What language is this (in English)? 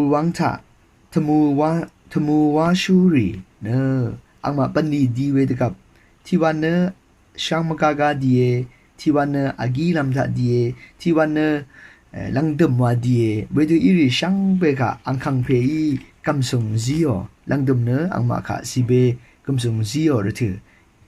Rawang